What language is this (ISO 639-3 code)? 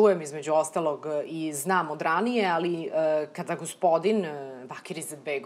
srp